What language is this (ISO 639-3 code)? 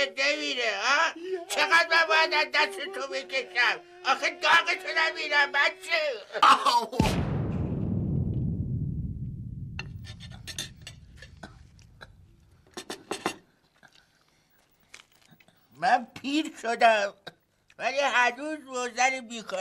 fas